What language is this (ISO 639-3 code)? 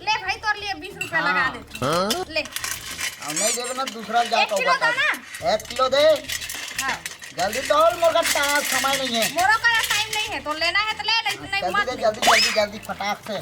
hne